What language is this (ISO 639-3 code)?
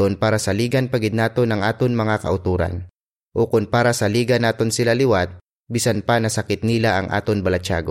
hil